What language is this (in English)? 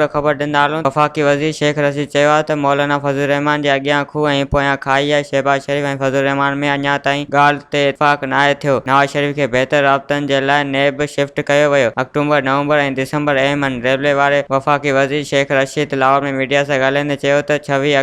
Sindhi